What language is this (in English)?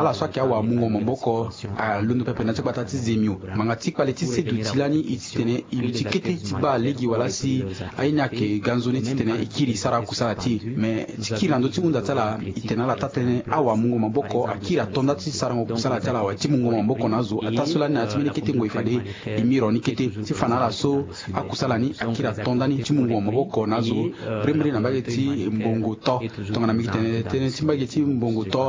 Sango